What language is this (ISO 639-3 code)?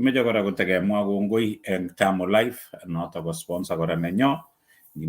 kln